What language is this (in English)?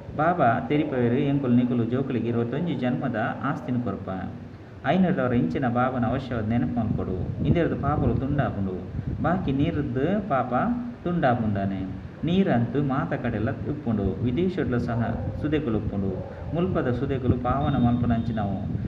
Tulu